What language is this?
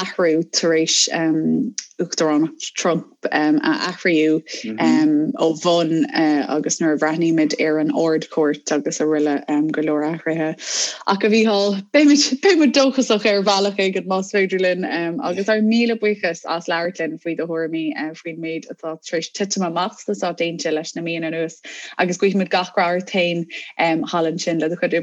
Irish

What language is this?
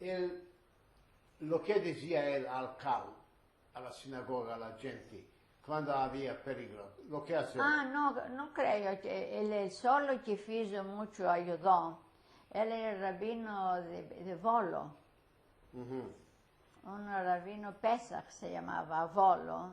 Ladino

